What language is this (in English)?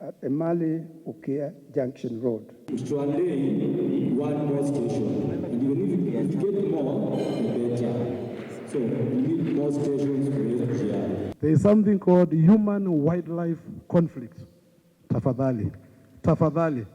Kamba